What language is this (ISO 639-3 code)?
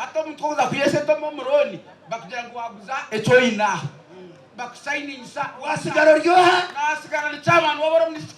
nyn